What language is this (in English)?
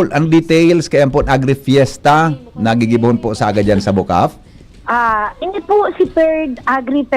Bikol